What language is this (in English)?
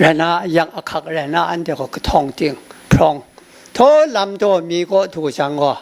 Kachin